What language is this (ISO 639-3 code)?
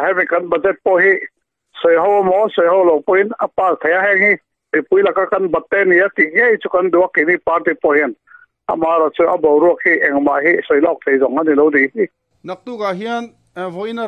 lus